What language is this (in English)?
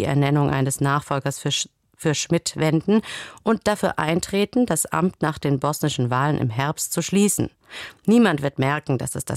German